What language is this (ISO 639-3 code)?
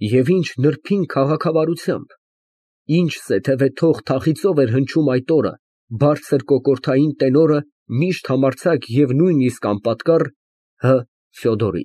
hye